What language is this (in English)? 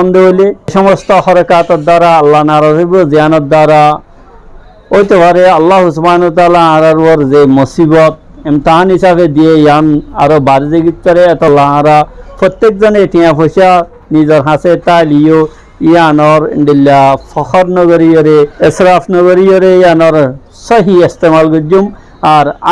Rohingya